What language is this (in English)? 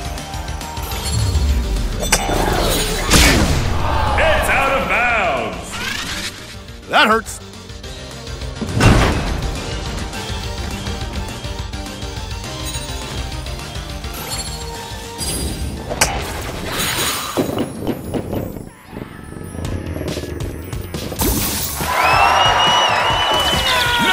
English